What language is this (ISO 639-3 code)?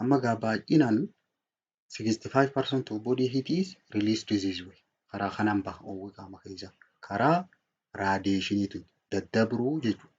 orm